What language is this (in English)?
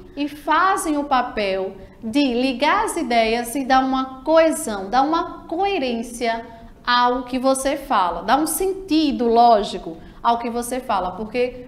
Portuguese